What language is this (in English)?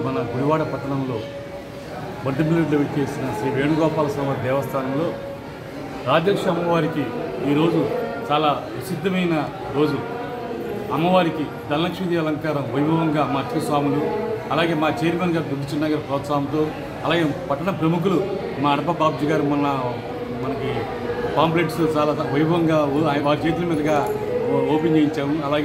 Telugu